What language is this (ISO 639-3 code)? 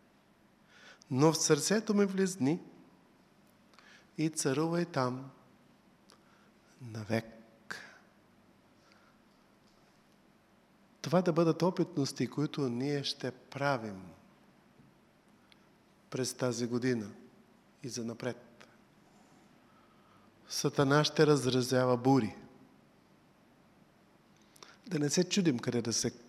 bul